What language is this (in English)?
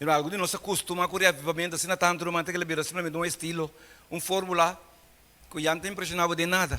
Papiamento